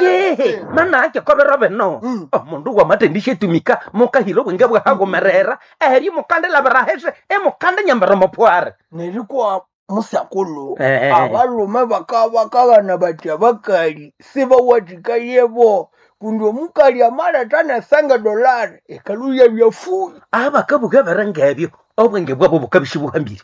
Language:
Nande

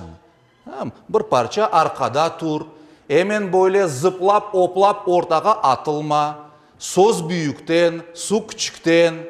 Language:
Crimean Tatar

